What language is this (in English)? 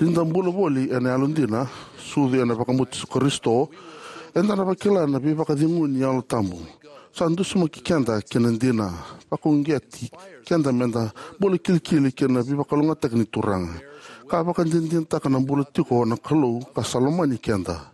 Fijian